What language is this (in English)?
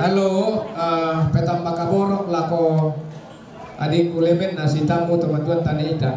Toraja-Sa'dan